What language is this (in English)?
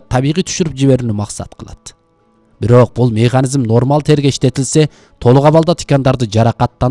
Kyrgyz